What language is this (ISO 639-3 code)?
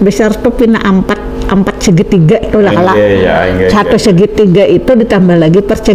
bjn